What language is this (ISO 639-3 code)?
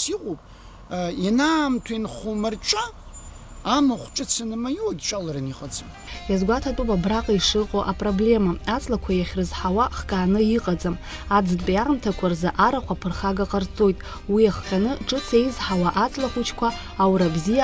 abk